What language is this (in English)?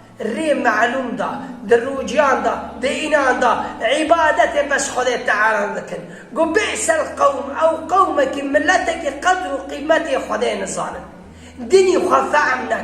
Kurdish